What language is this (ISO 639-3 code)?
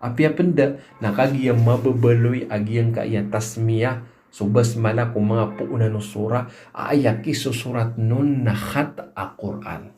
mrw